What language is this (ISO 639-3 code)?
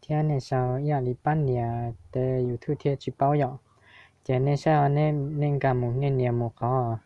hmn